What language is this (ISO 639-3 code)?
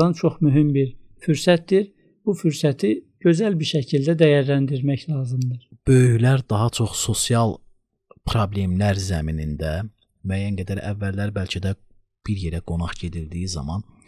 aze